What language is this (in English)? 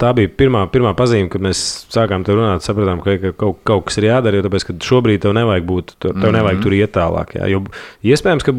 Latvian